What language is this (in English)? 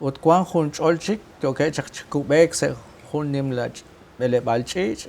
Kekchí